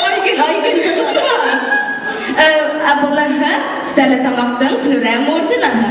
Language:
Bashkir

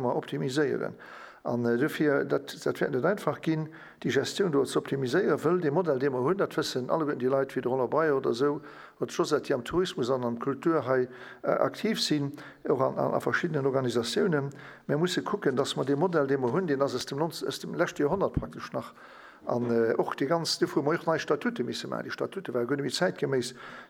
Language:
Luxembourgish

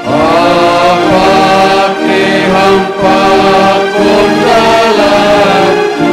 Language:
Batak Simalungun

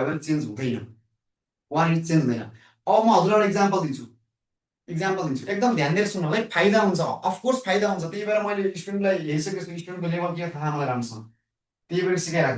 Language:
Nepali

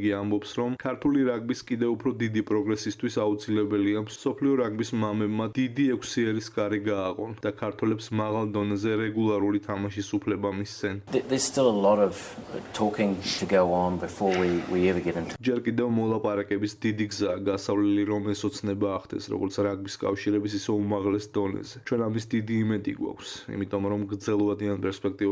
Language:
Georgian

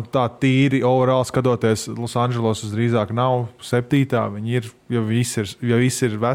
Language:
Latvian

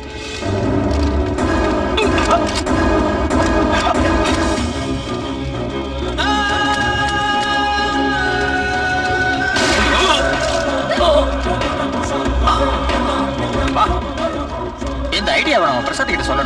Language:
Tamil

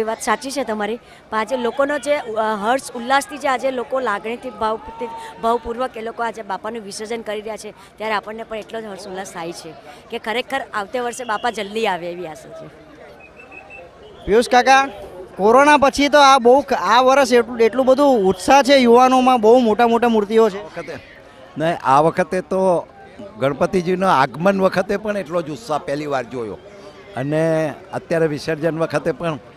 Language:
Gujarati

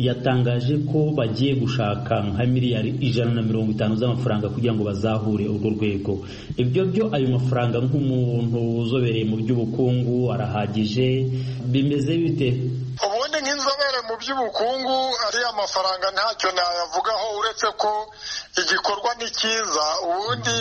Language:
Kinyarwanda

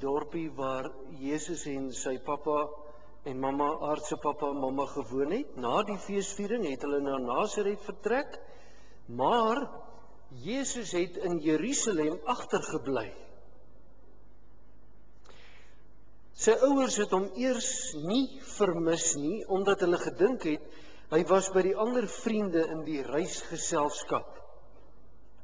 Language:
Afrikaans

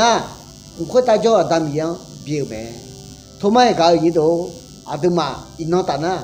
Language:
Akha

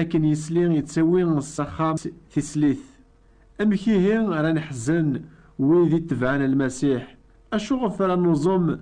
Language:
Kabyle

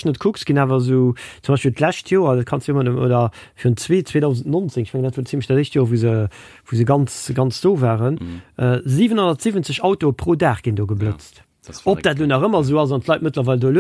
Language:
Luxembourgish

